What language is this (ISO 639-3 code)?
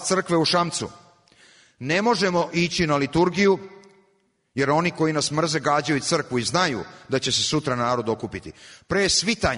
srp